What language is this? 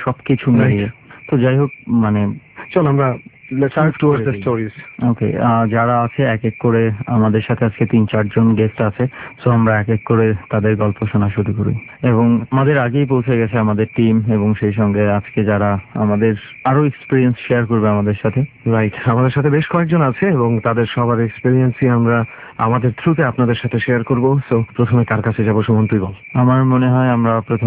Bangla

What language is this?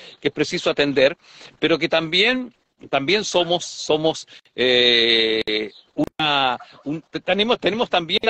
Spanish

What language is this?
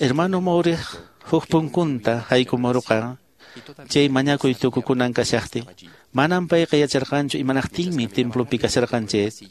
Quechua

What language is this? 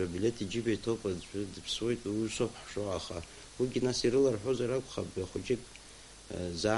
Abkhazian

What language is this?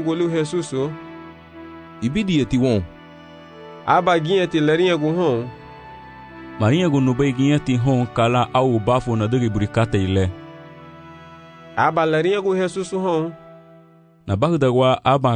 Garifuna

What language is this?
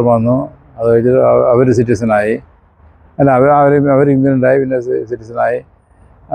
Malayalam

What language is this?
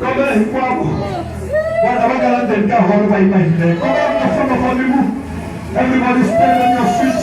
Tsonga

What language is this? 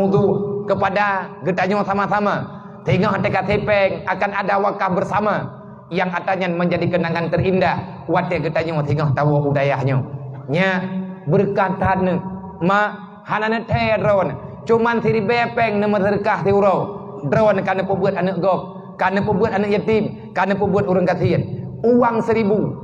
Achinese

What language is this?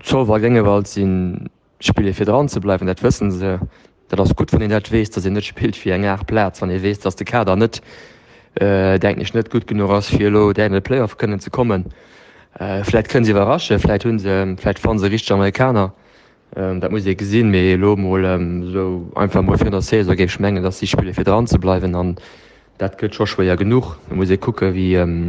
Luxembourgish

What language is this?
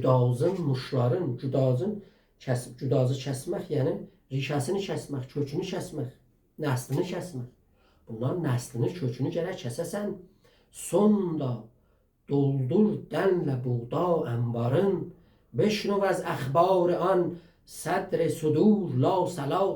South Azerbaijani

